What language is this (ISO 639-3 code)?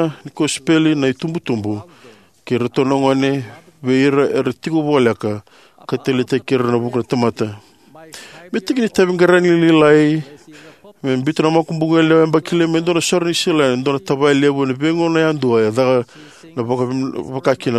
fij